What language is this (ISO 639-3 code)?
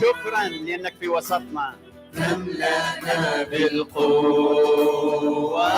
acm